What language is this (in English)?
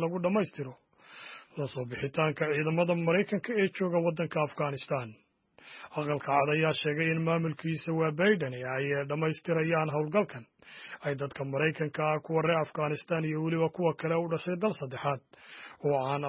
Somali